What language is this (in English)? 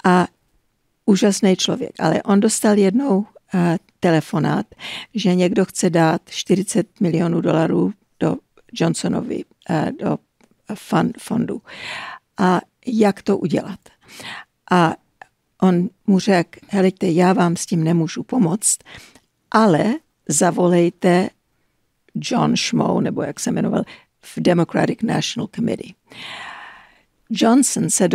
Czech